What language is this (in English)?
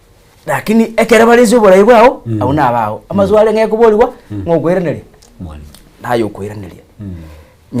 Gusii